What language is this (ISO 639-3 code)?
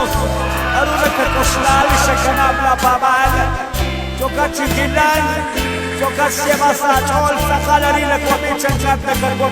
kek